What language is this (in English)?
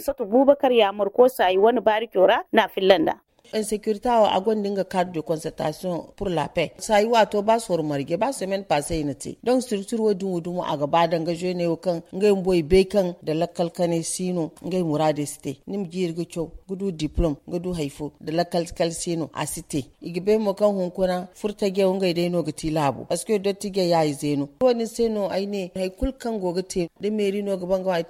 Zarma